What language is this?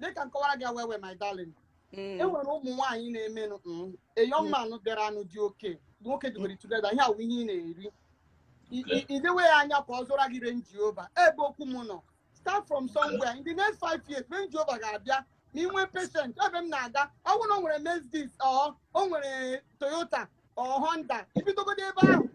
Igbo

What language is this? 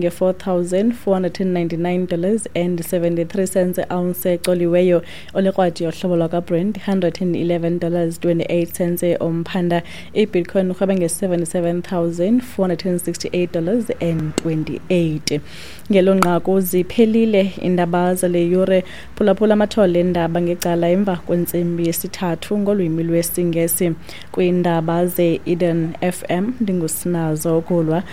Xhosa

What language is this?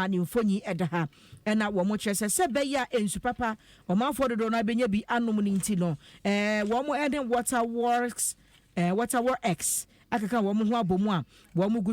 Akan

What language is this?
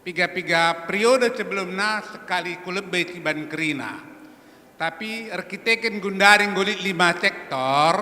Batak Karo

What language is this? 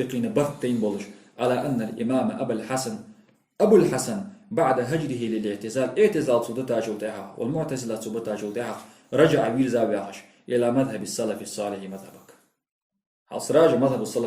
Ingush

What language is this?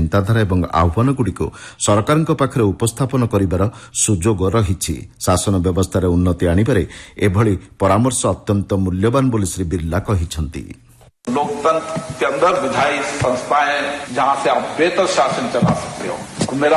Odia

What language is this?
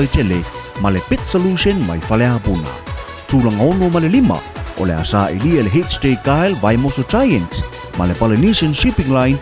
Samoan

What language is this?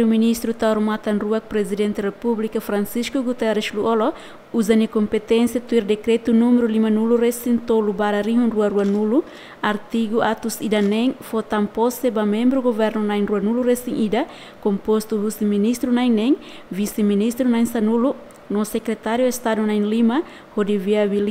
Tetum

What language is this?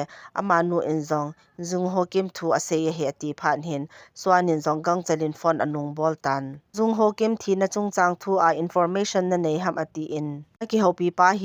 Thado Chin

